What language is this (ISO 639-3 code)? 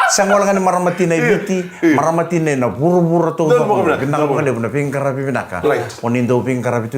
fij